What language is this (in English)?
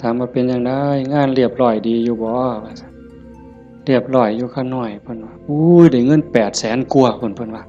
Northeastern Thai